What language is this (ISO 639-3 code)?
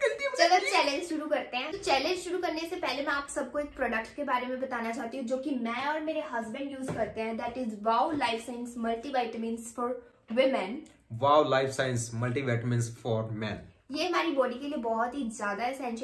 hin